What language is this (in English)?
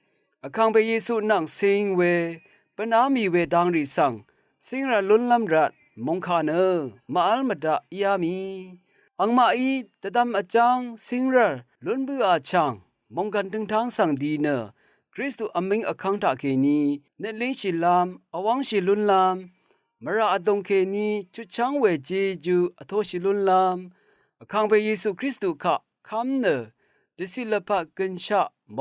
Rawang